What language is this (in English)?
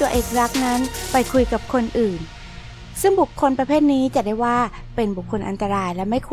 Thai